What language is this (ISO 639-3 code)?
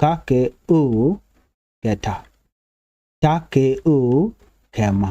nus